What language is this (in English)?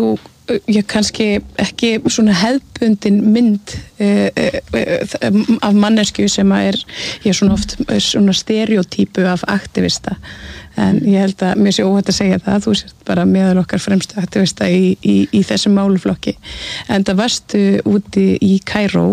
Icelandic